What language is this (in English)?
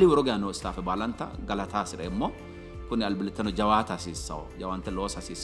Sidamo